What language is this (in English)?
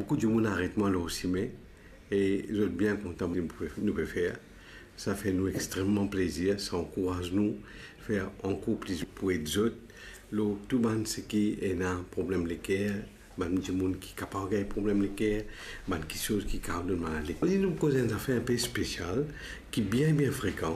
Morisyen